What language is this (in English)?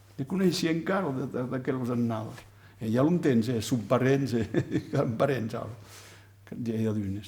Occitan